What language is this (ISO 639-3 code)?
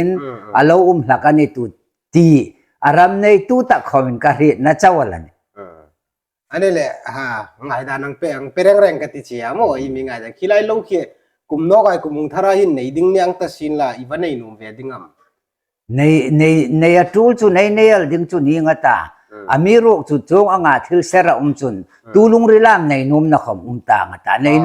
hmr